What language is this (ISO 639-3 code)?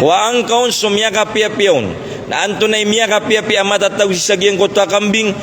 mrw